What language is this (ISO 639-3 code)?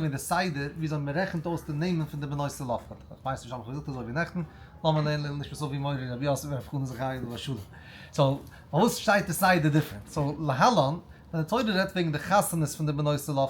yid